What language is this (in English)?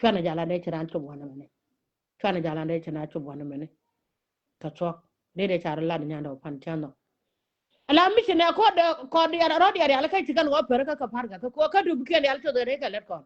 Nuer